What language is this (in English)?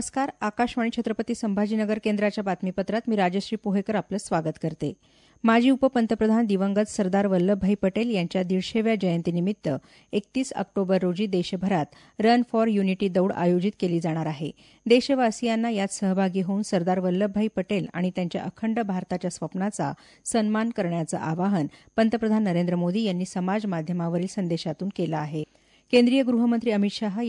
Marathi